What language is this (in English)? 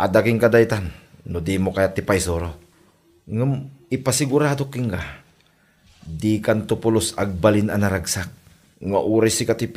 Iloko